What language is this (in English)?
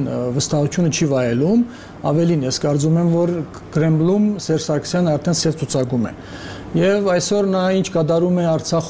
Armenian